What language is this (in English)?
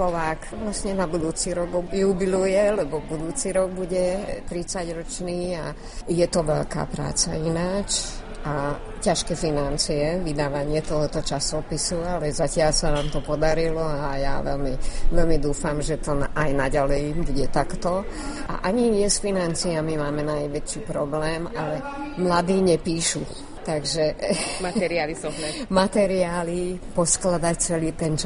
Slovak